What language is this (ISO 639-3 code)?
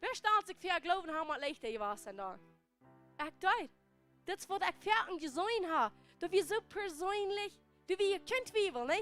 pdt